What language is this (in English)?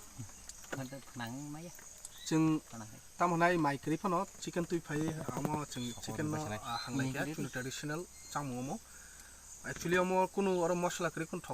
Kok Borok